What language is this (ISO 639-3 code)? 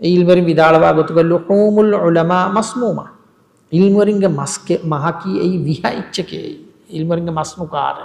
div